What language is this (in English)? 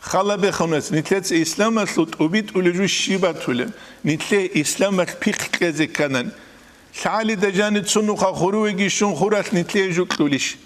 Avaric